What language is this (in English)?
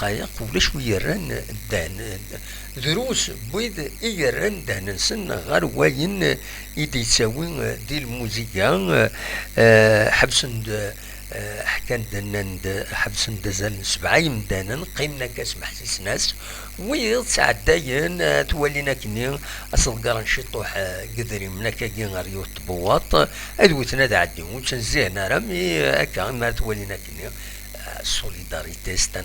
Kabyle